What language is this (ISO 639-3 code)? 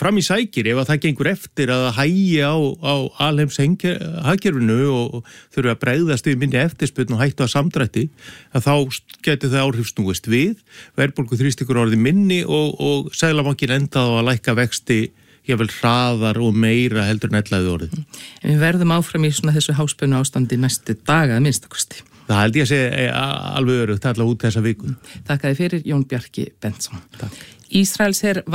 isl